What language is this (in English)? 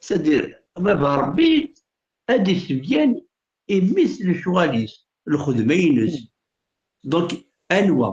Kabyle